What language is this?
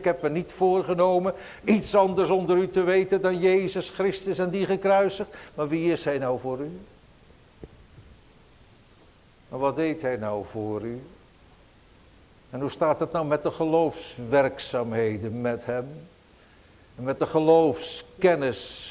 Dutch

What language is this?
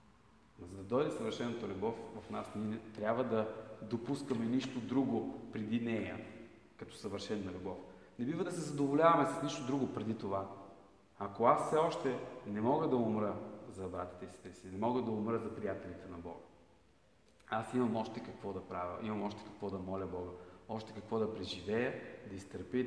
Bulgarian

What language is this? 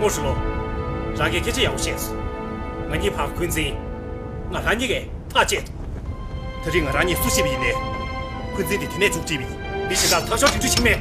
Tibetan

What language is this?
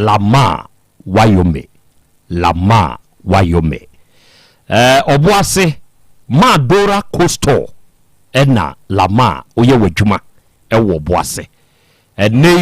Akan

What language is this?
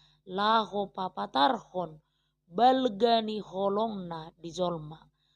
Batak Toba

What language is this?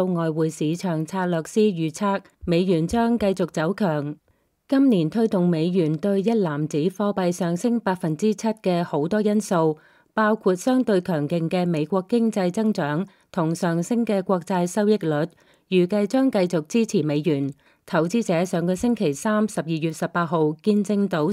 Cantonese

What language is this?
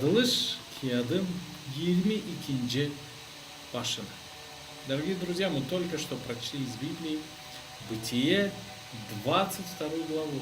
Gagauz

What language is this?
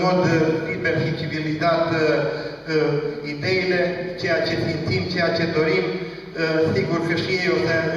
Romanian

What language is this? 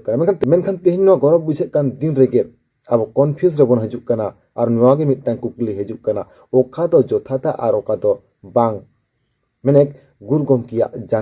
Santali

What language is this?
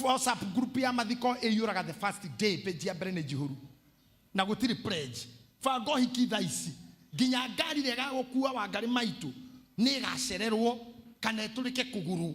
Kikuyu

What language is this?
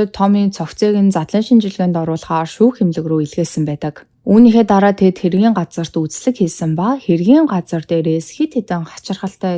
Mongolian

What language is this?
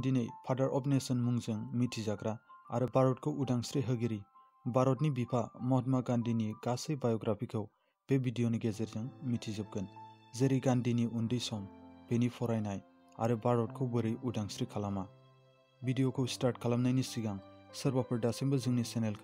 Bodo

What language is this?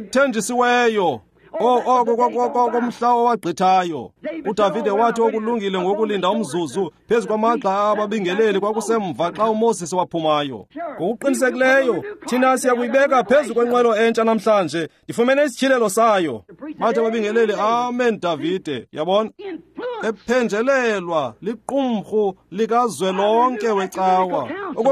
Xhosa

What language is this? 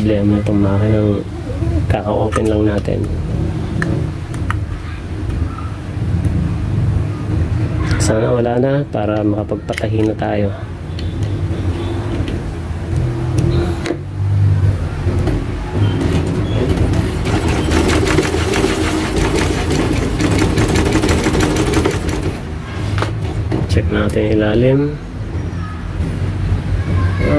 Filipino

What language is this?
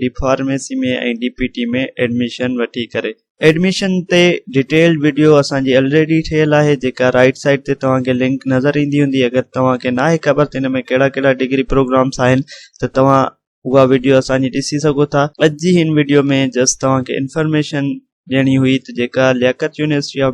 Sindhi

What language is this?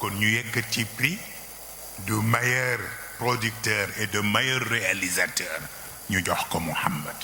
Wolof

